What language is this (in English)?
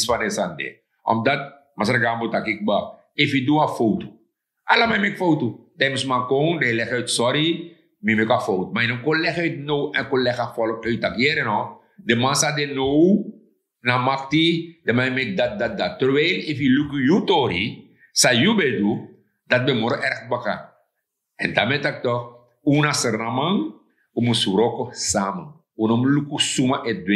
Sranan Tongo